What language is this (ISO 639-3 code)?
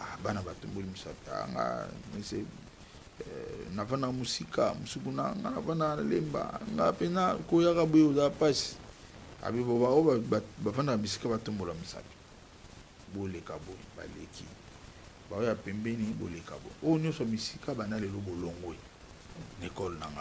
lin